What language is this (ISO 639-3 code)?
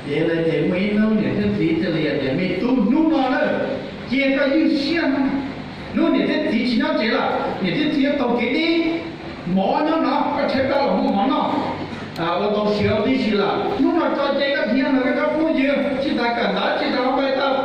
hmn